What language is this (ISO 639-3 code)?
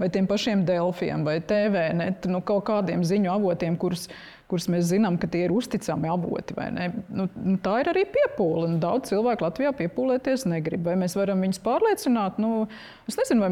lav